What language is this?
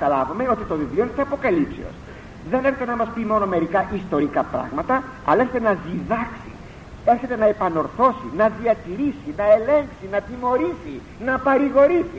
Greek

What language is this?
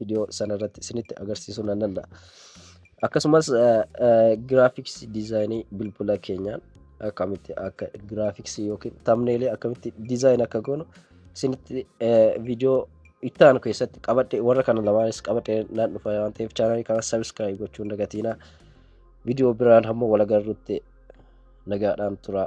Oromo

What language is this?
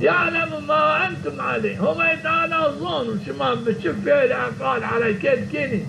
Zaza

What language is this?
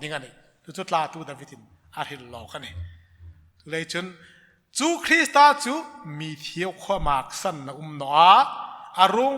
Hmar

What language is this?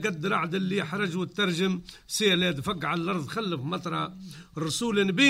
Tunisian Arabic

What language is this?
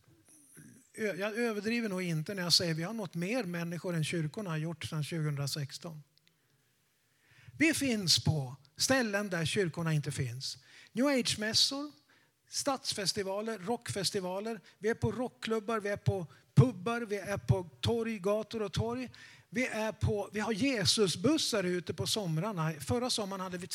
Swedish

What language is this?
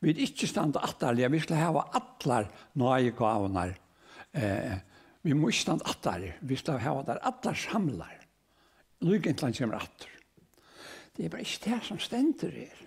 Faroese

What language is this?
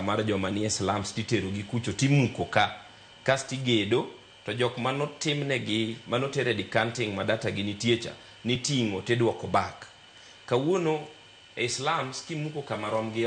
Luo (Kenya and Tanzania)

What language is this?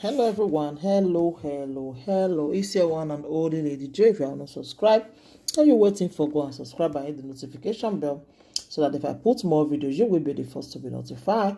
Nigerian Pidgin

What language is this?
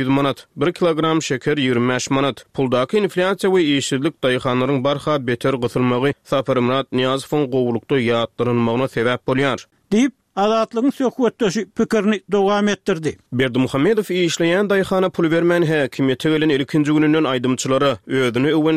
Turkmen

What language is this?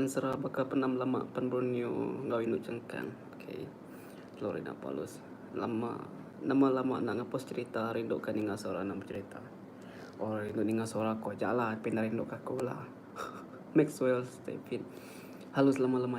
Iban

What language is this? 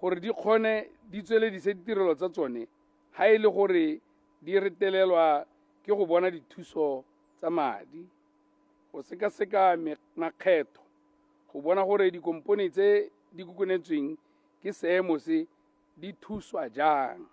Tswana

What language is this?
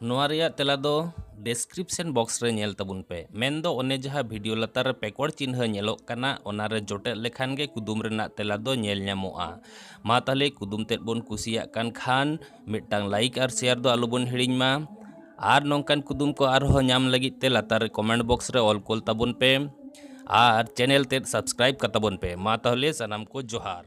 Santali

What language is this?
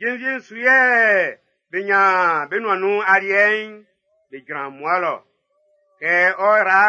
Baoulé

